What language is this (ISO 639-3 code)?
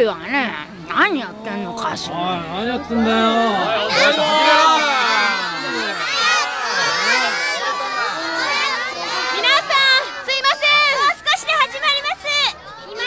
jpn